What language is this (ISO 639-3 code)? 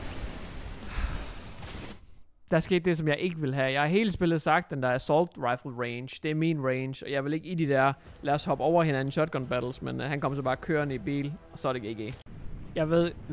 dan